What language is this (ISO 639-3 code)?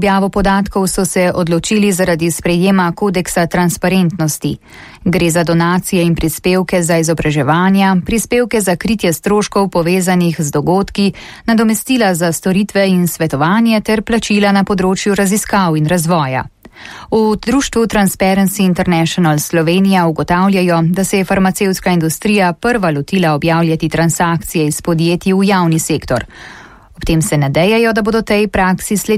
slv